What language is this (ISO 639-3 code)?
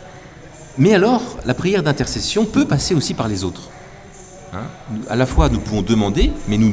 fra